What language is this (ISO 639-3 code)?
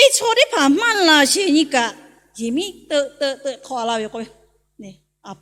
lhu